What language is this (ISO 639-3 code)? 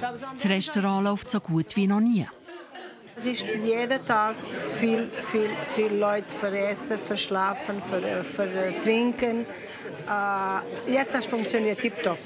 gsw